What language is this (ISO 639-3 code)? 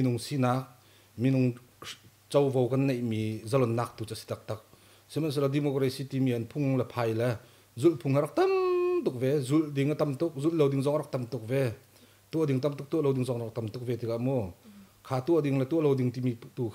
cnh